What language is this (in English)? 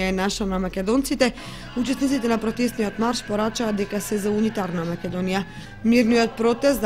Macedonian